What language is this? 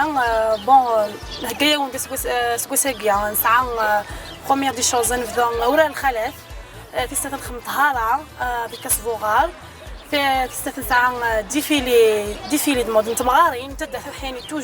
Kabyle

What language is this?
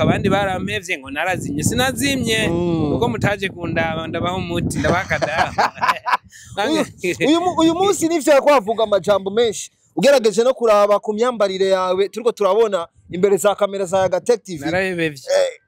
Rundi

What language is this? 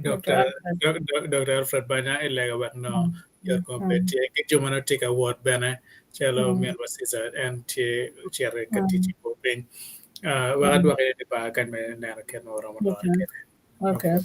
Acoli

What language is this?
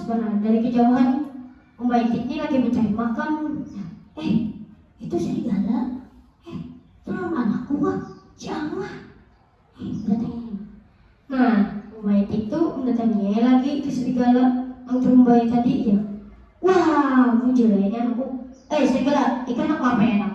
Banjar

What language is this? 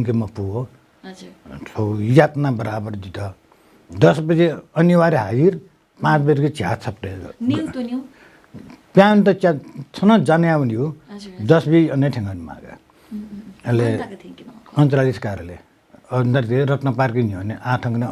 Newari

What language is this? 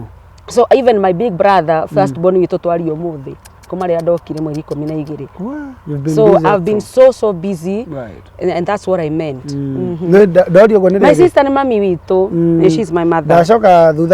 Kikuyu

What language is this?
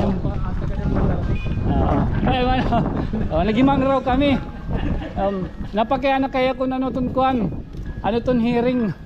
Waray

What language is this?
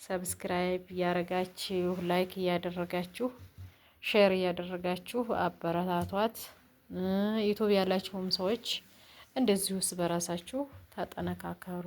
Amharic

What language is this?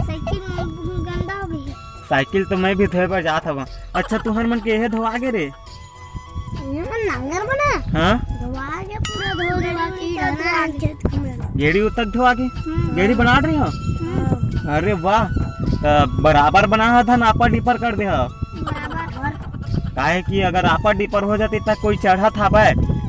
Chhattisgarhi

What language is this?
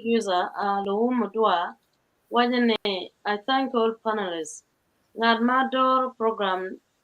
Acoli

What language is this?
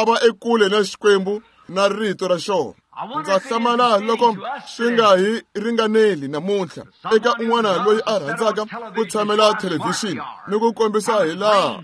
Tsonga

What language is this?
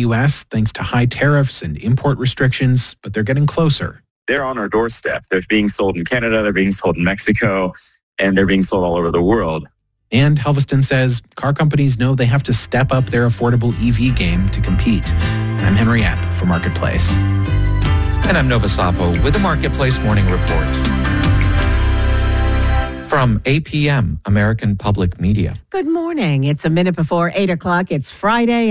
English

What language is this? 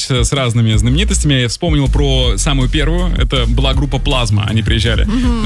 Russian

